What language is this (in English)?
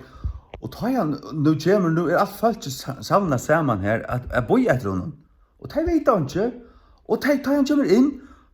Faroese